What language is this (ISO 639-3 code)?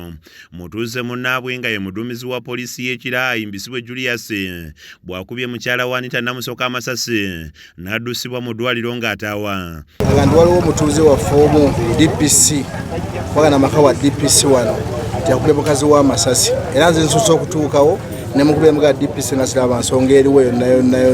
lug